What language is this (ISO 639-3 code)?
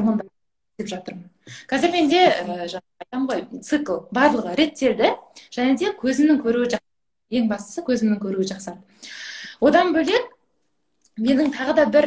kaz